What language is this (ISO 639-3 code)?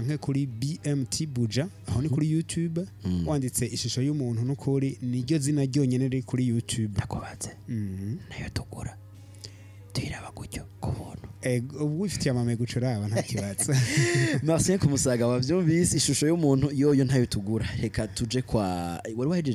run